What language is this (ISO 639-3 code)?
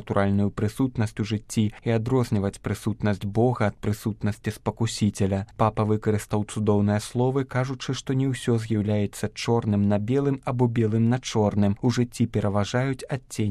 bel